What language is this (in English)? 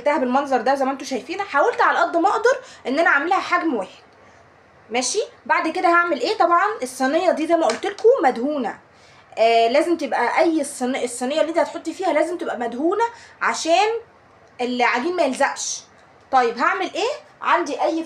Egyptian Arabic